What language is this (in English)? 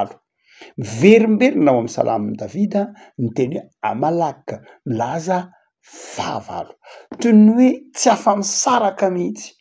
Malagasy